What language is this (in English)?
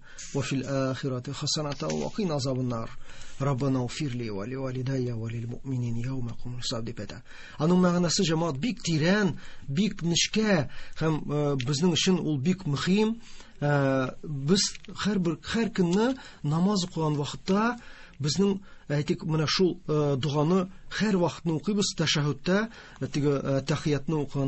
Tatar